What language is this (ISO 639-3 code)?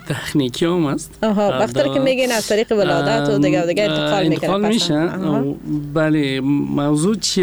fas